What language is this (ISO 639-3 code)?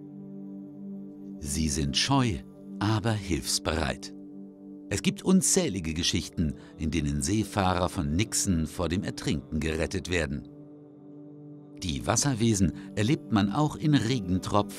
deu